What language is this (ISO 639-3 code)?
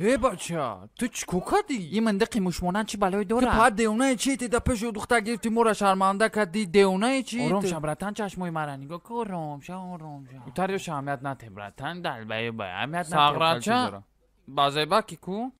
tgk